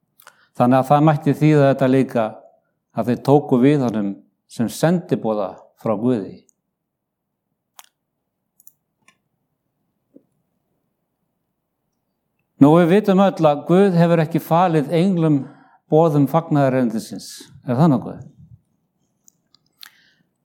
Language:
Icelandic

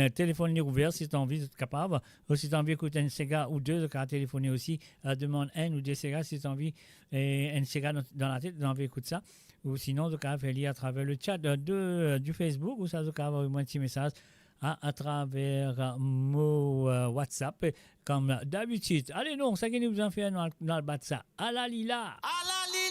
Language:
Morisyen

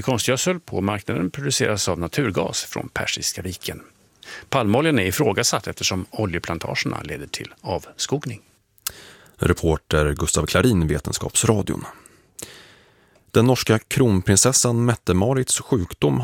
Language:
Swedish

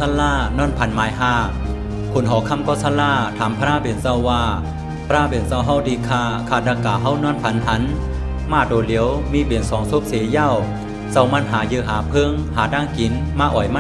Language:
Shan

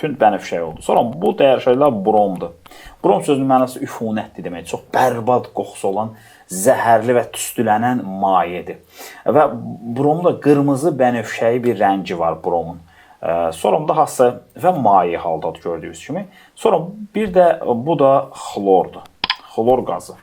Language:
Azerbaijani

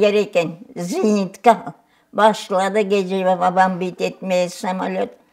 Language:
Crimean Tatar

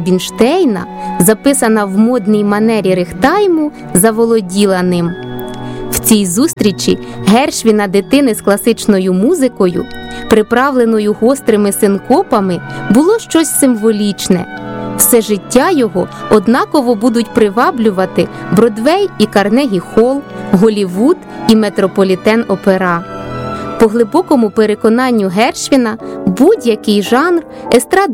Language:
Ukrainian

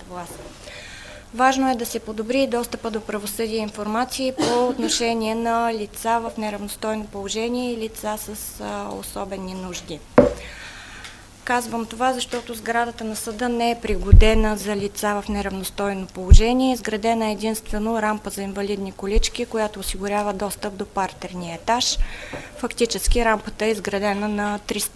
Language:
Bulgarian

